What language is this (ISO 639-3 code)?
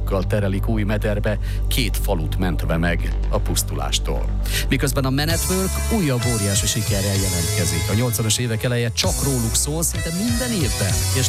hun